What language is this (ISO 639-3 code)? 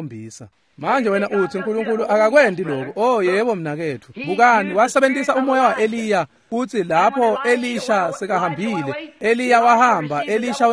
ssw